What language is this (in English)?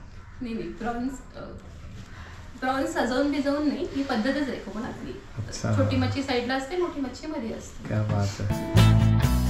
Marathi